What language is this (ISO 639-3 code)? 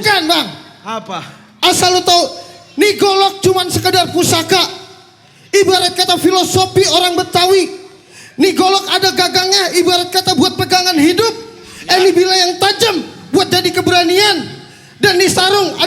bew